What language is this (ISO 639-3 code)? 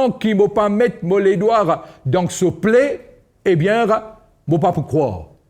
mfe